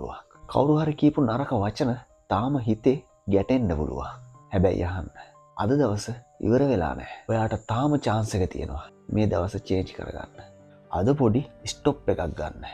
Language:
Sinhala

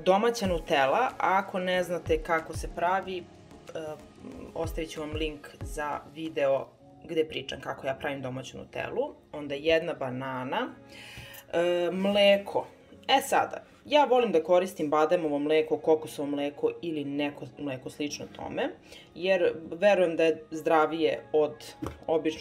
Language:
Serbian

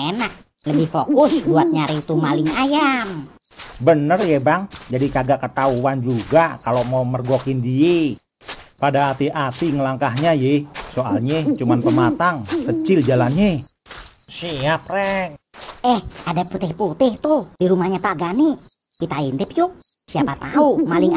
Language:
Betawi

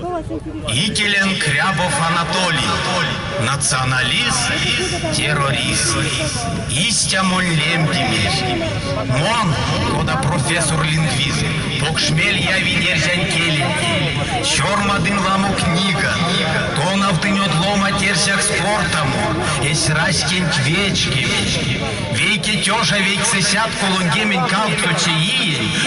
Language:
Erzya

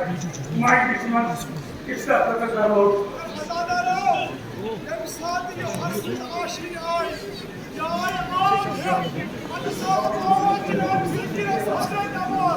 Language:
Kashmiri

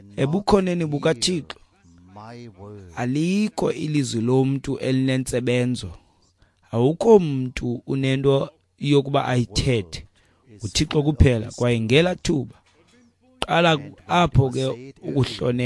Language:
Xhosa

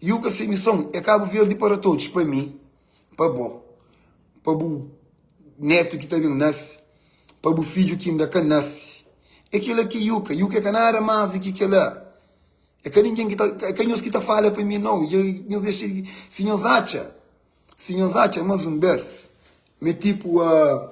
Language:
Kabuverdianu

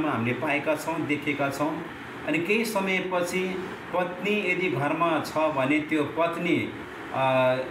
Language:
Nepali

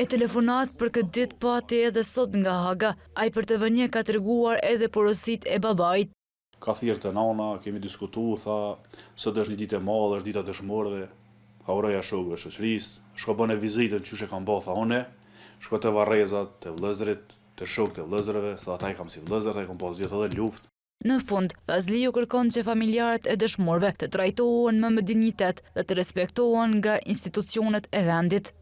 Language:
Albanian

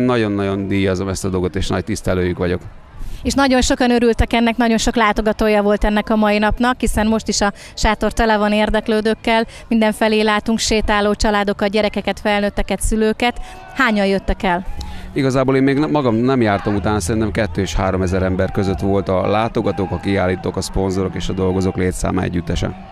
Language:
Hungarian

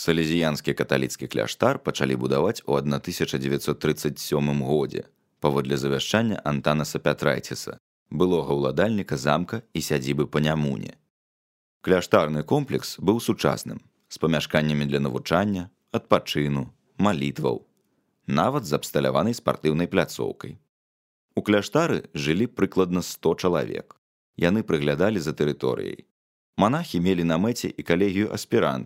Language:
Belarusian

